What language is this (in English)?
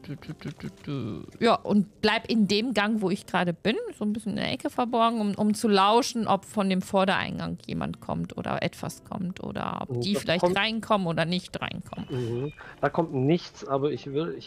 German